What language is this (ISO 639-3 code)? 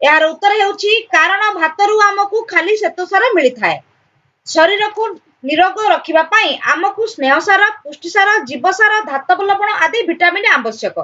ori